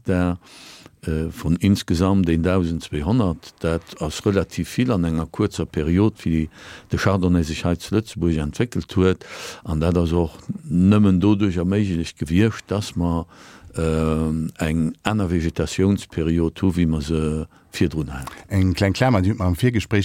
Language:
Luxembourgish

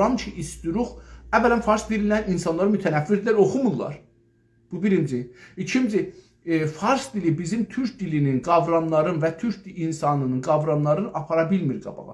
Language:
South Azerbaijani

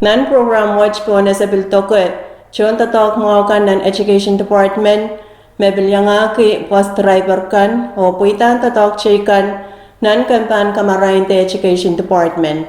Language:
Pohnpeian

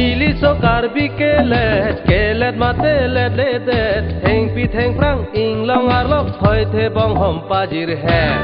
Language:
Karbi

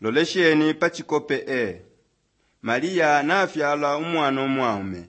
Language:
Bemba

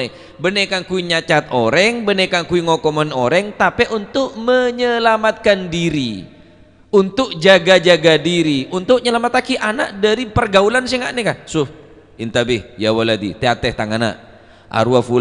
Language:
Madurese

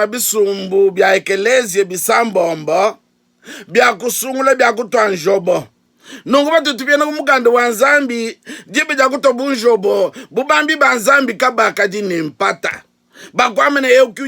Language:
Luba-Lulua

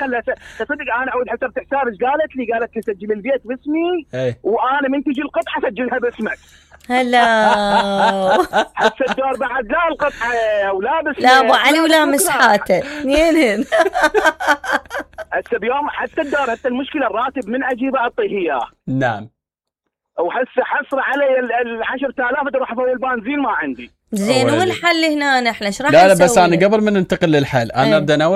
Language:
Mesopotamian Arabic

